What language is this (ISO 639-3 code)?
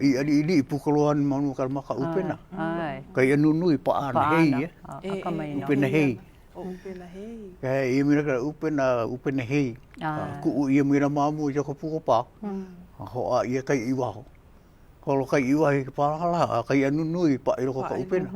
haw